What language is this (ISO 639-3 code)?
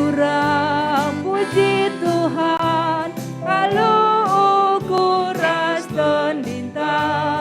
btx